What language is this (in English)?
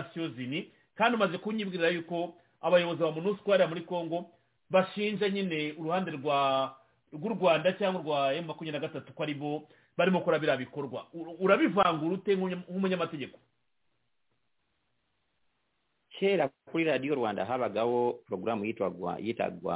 Kinyarwanda